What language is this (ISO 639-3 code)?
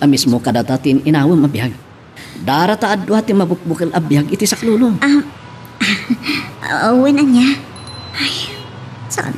ilo